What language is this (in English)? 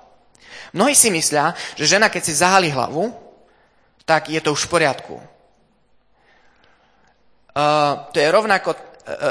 Slovak